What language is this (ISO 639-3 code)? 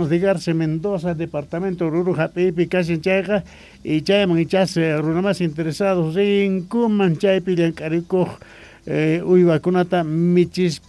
que